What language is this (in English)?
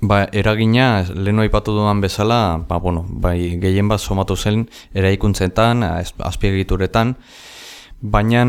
Basque